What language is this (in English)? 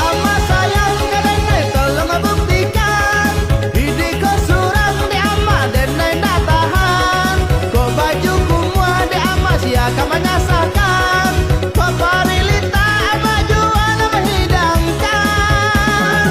Minangkabau